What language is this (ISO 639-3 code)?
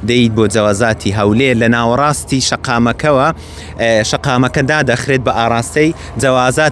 ckb